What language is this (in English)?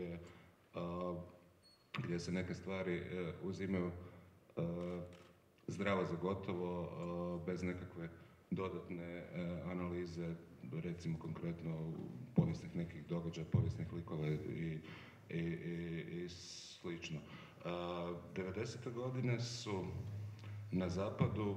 Croatian